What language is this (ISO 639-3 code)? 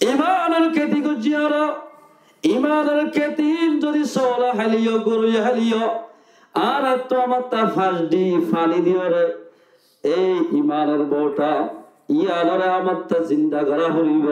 rhg